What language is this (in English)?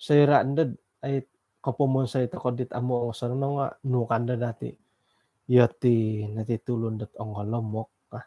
Central Dusun